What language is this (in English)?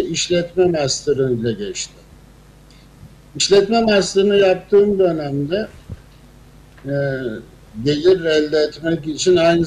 Turkish